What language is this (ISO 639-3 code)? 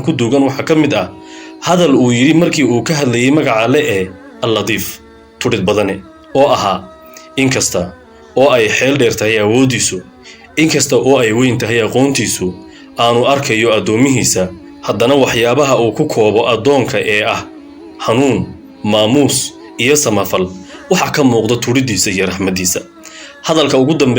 som